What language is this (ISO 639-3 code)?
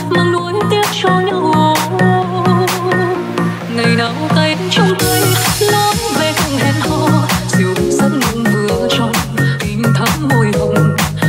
vie